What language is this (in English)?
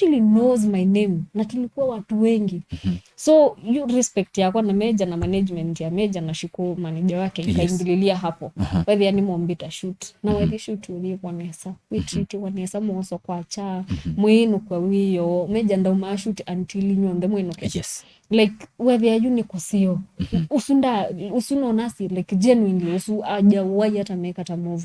Kamba